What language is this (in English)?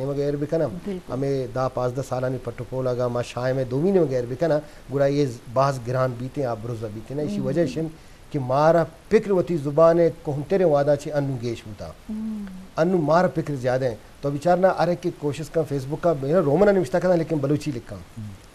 Eastern Balochi